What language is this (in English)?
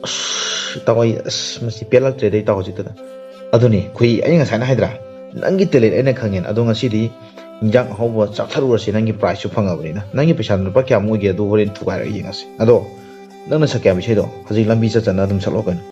Manipuri